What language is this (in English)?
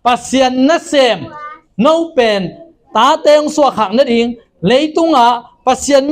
Tedim Chin